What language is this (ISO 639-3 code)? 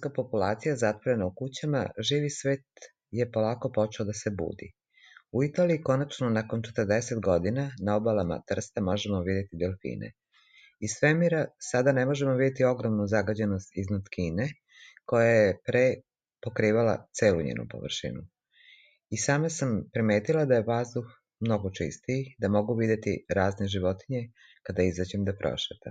srp